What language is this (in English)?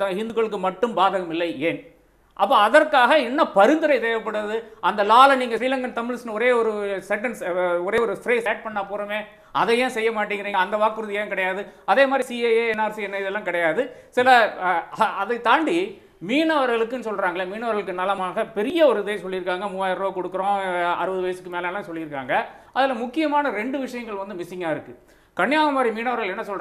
Tamil